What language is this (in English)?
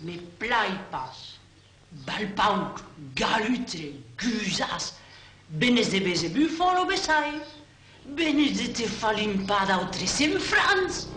Occitan